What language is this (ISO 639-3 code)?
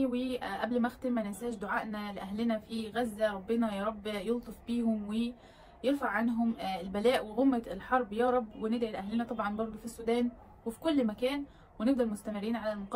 arz